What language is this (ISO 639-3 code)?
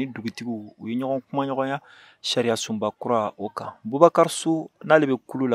bam